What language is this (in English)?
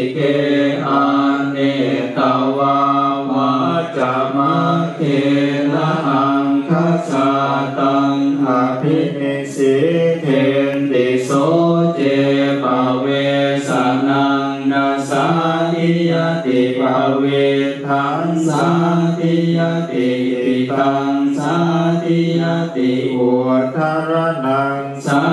Pali